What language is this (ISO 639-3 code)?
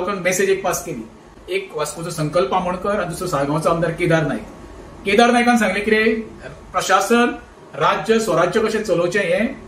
kok